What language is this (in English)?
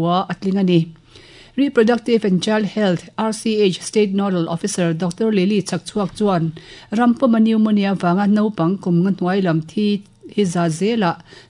Mizo